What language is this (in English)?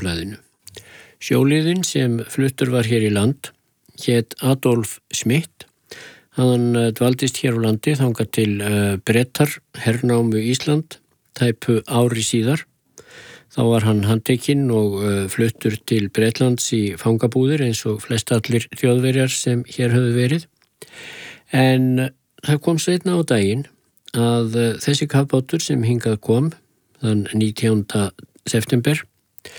Icelandic